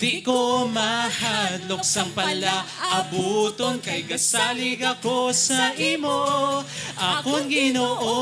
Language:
Hiligaynon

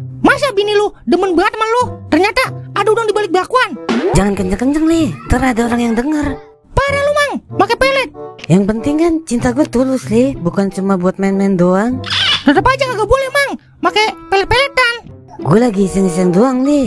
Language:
Betawi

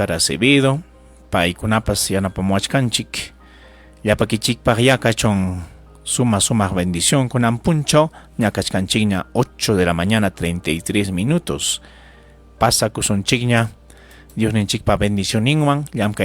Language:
Ayacucho Quechua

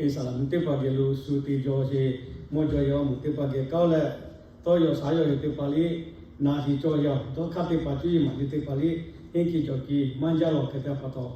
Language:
Lahu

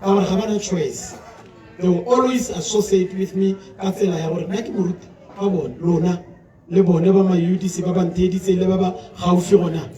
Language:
Tswana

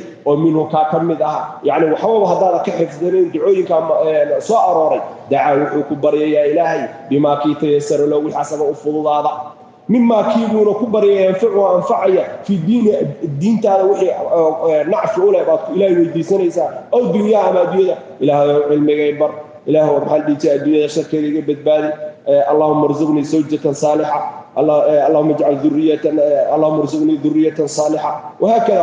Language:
Somali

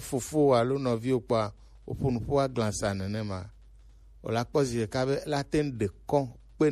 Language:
Gen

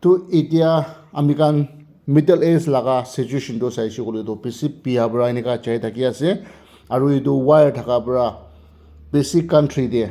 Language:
Naga Pidgin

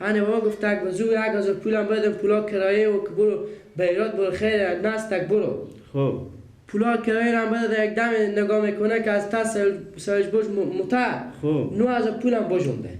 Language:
Persian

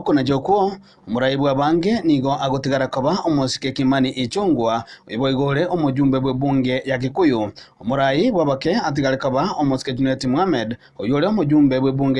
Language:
Gusii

